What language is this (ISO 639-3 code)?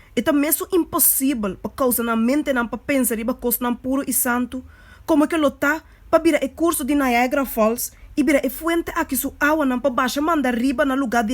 pap